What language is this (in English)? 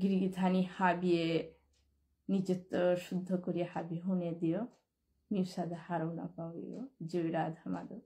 Bishnupriya